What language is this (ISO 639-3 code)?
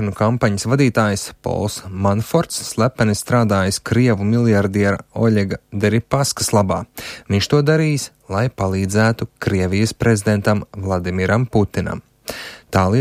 lav